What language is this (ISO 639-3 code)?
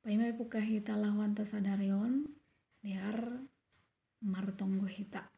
bts